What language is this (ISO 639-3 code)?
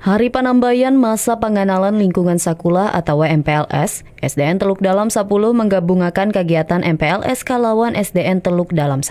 bjn